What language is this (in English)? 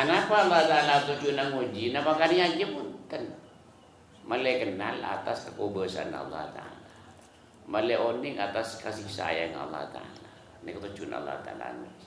Madurese